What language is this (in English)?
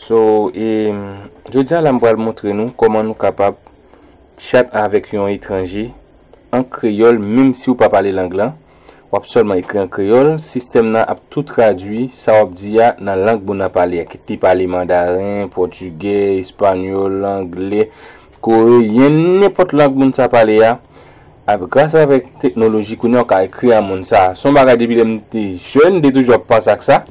Haitian Creole